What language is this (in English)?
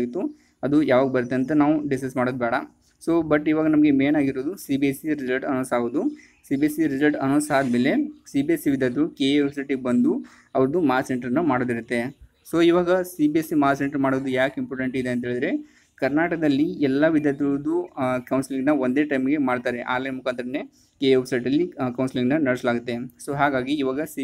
Kannada